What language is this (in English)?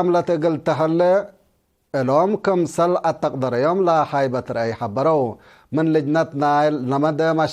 Tigre